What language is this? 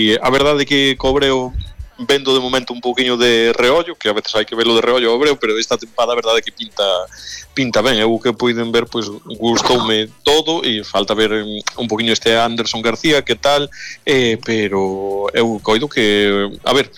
Galician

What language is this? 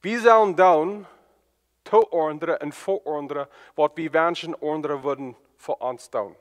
Plautdietsch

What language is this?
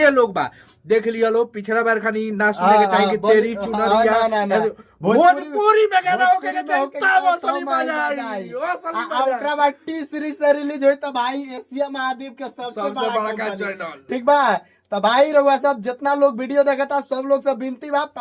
Bhojpuri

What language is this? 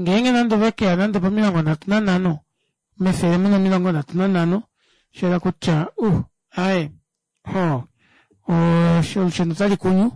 Kuanyama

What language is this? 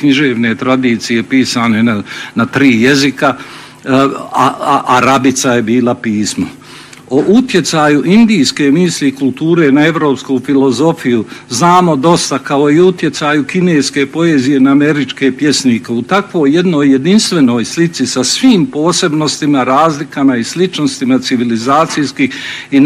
Bosnian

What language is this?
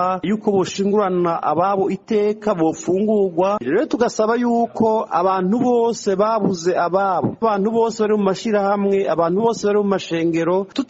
Rundi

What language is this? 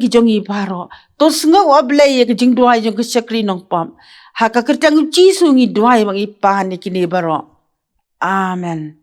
Khasi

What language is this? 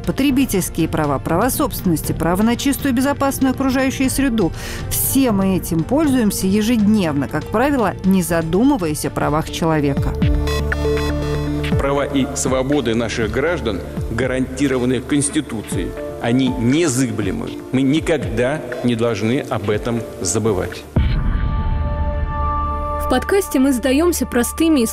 Russian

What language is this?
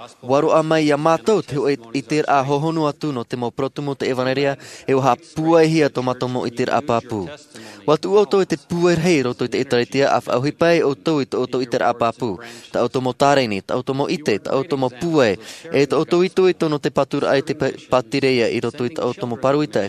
Tahitian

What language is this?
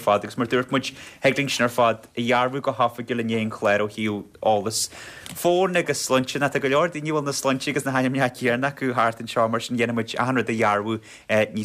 Irish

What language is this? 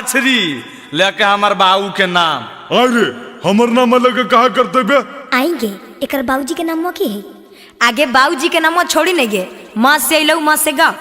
Magahi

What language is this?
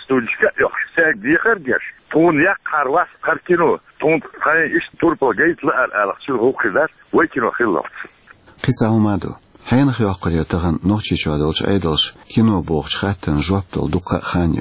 Chechen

